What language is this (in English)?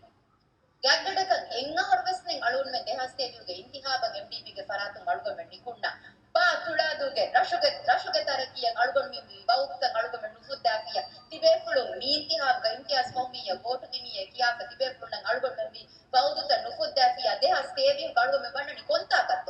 Divehi